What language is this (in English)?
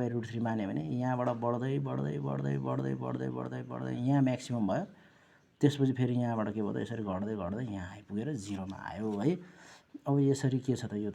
Nepali